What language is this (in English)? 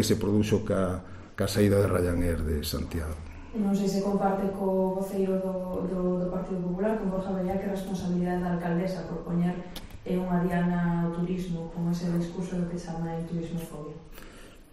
Galician